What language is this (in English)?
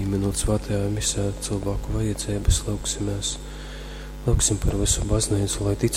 Latgalian